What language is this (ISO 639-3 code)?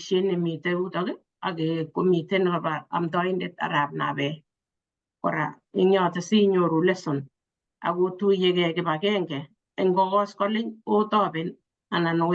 kln